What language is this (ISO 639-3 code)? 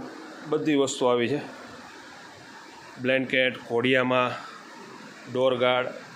guj